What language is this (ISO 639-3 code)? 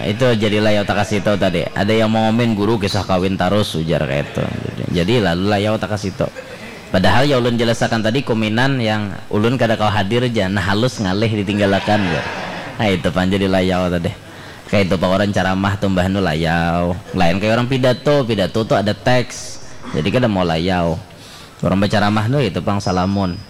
bjn